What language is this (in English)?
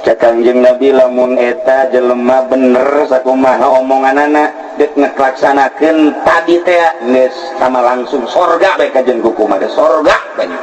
Sundanese